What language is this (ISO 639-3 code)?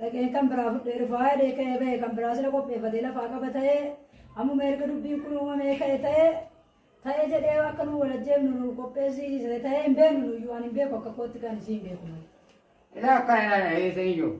orm